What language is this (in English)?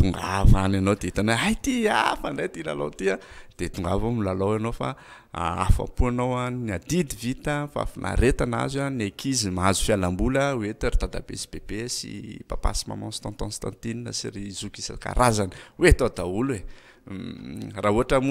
Malagasy